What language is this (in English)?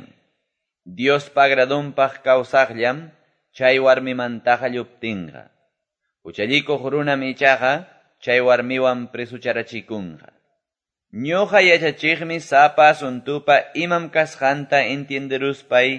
Quechua